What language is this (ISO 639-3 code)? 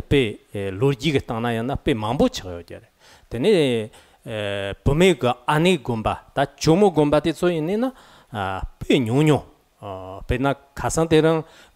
bod